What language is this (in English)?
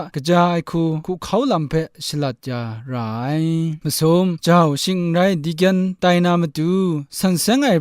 Kachin